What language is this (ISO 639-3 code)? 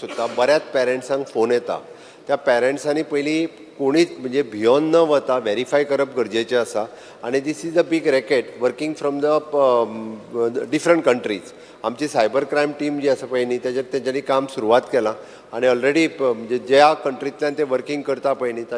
kok